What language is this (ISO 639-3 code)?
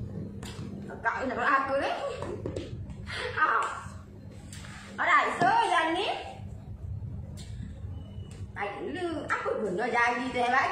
msa